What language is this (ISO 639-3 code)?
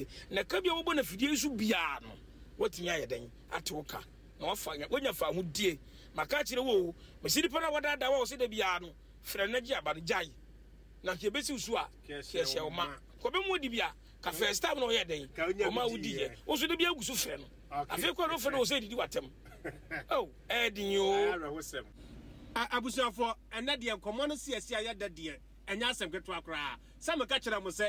aka